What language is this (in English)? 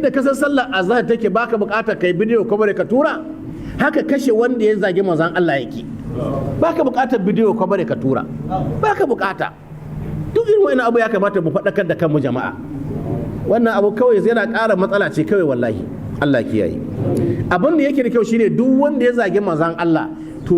Hausa